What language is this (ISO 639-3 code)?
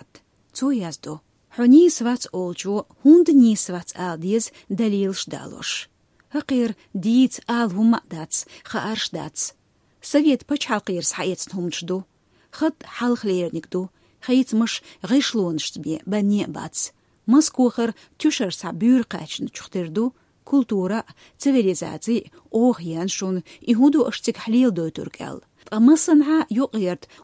che